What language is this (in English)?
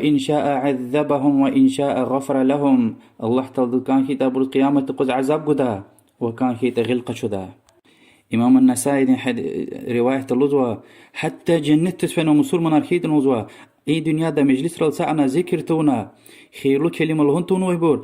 Lezghian